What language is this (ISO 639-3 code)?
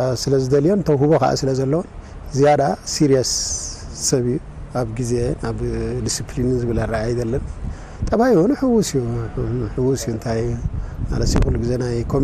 tir